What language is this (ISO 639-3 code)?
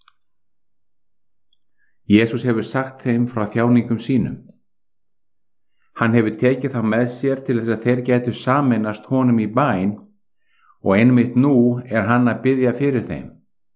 isl